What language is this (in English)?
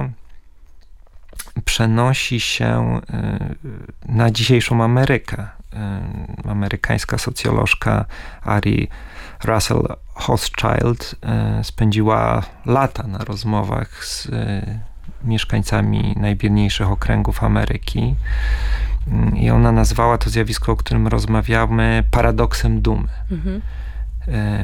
Polish